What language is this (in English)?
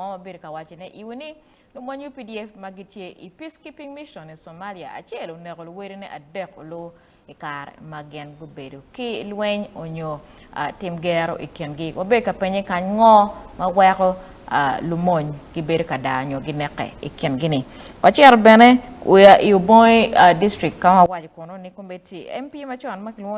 Acoli